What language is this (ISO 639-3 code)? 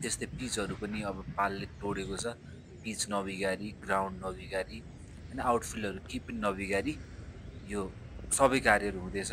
nep